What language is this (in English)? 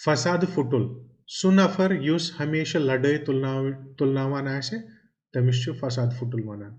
Kashmiri